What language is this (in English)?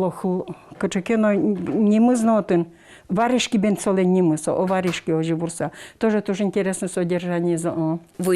Udmurt